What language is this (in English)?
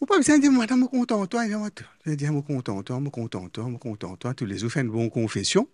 Morisyen